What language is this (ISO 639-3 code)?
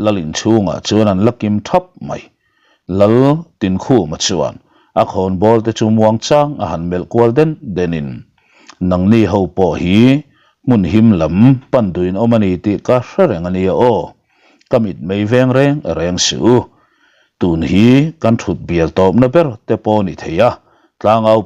lus